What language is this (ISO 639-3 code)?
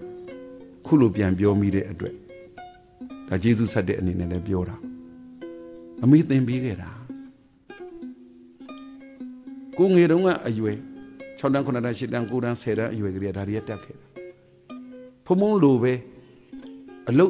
mya